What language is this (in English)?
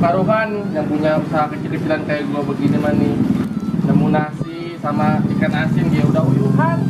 Betawi